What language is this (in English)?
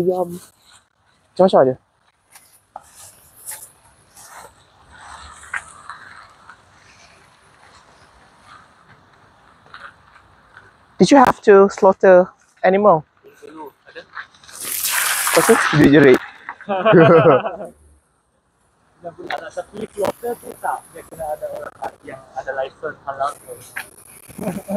Malay